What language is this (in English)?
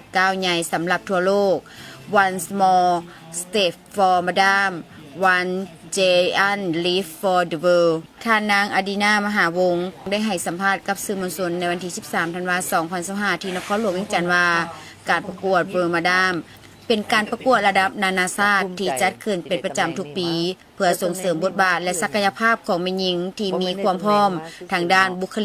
Lao